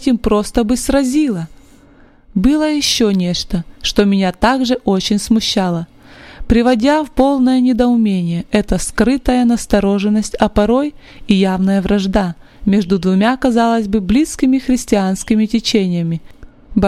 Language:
Russian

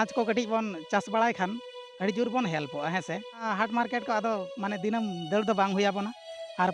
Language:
Santali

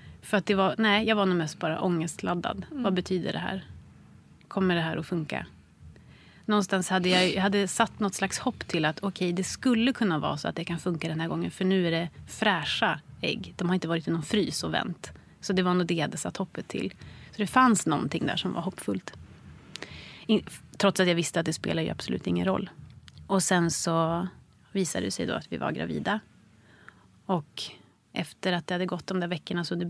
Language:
Swedish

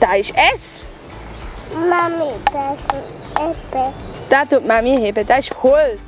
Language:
Swiss German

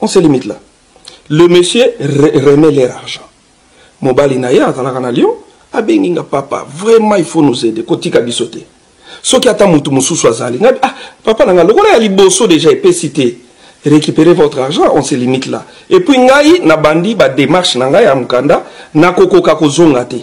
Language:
Lingala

